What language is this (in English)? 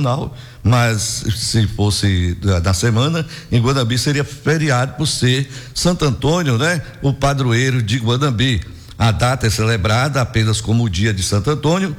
Portuguese